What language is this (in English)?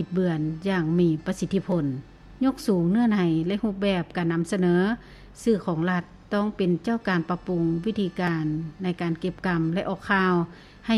Lao